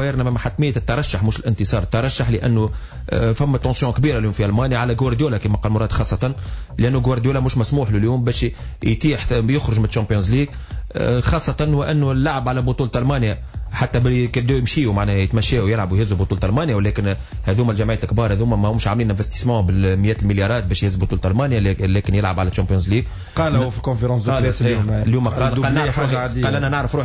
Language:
Tunisian Arabic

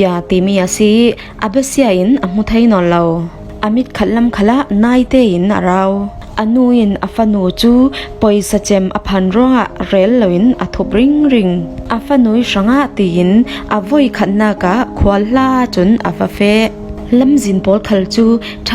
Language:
Falam Chin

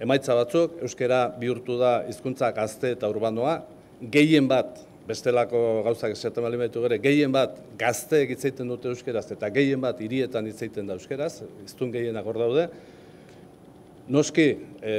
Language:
Basque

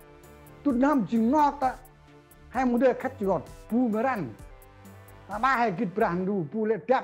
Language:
Central Mnong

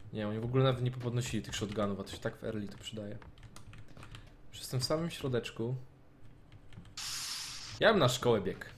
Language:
Polish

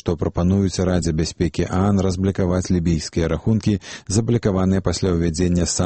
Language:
Belarusian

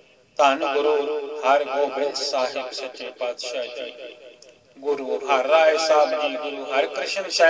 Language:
Punjabi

